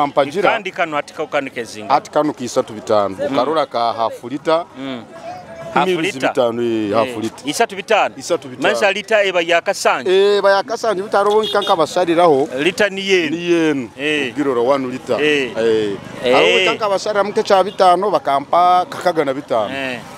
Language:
Nyoro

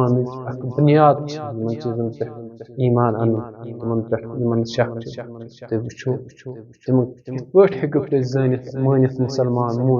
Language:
Kashmiri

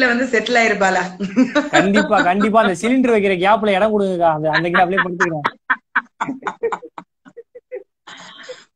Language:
Tamil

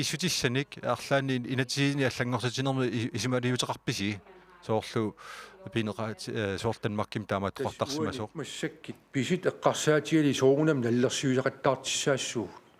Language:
Kalaallisut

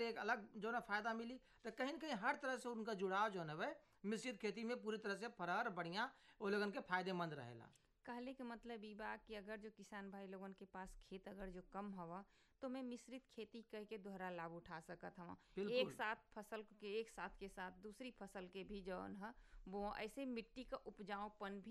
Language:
Bhojpuri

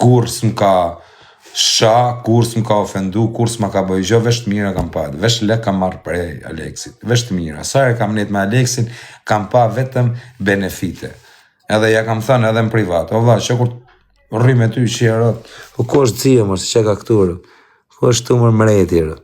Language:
Albanian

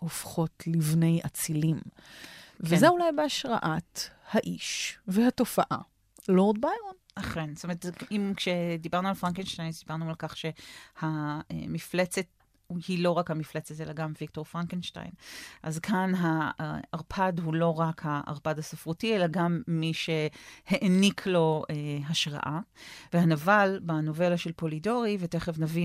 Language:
Hebrew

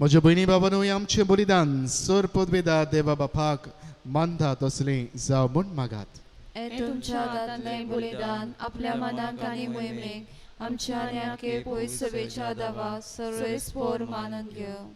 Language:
Konkani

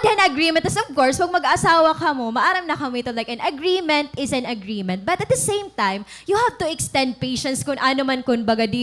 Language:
Waray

